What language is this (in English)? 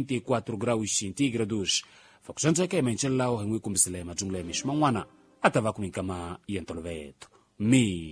Tsonga